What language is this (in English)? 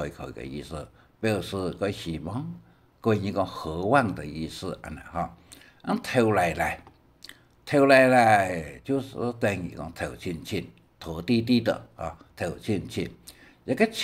Hakka Chinese